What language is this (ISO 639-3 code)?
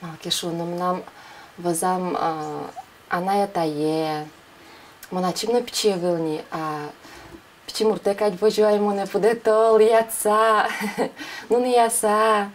udm